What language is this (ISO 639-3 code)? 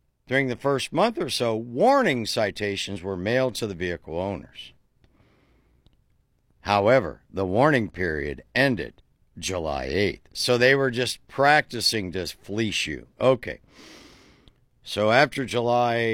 eng